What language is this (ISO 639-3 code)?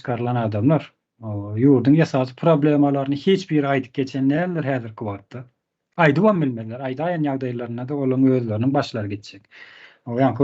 tuk